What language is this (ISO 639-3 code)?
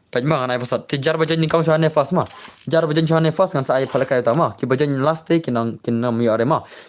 kha